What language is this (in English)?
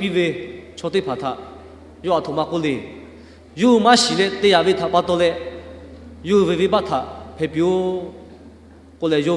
Lahu